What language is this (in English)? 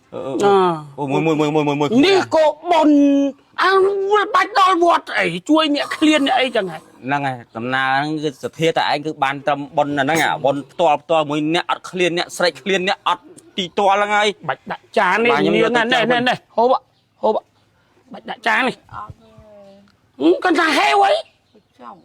Khmer